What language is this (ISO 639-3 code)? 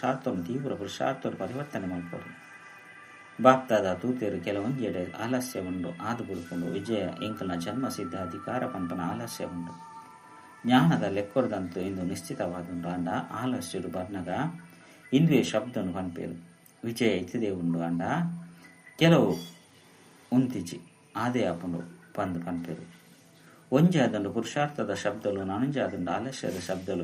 tcy